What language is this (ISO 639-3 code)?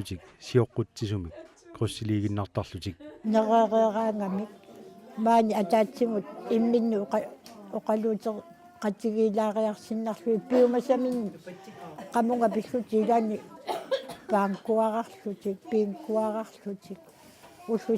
kal